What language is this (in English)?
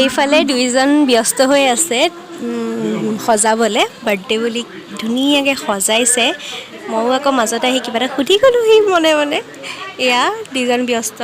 Assamese